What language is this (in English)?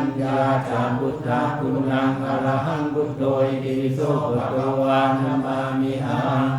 Pali